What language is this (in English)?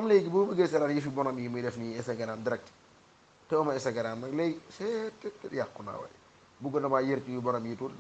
Wolof